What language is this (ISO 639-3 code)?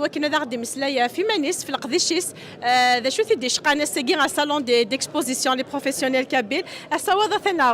kab